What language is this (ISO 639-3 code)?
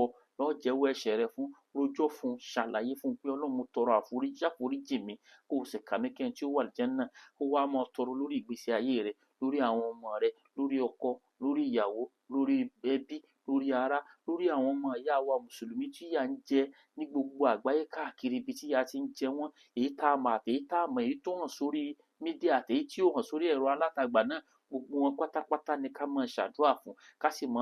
yor